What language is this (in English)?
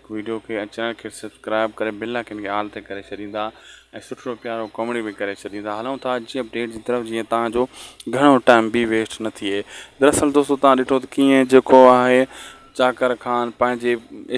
Sindhi